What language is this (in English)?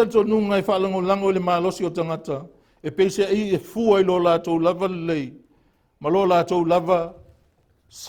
Samoan